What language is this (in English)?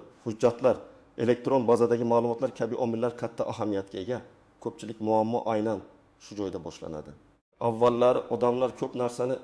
Uzbek